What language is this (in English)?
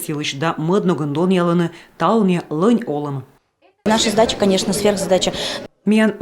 Komi